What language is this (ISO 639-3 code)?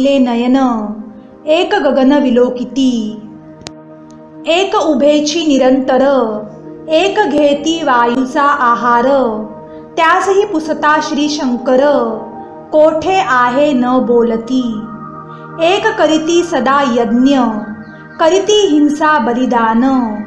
mar